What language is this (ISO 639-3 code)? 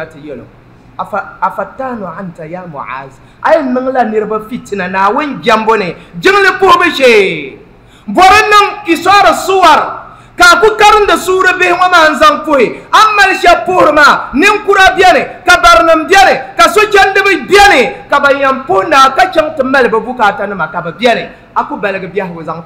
dag